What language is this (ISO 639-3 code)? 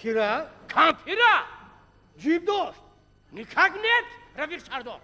tgk